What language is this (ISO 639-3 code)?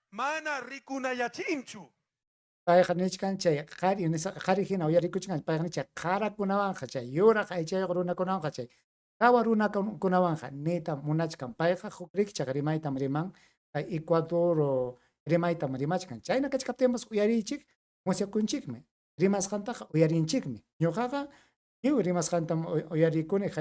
quy